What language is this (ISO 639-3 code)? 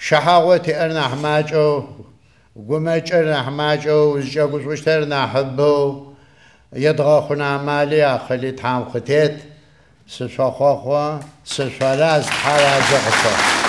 ady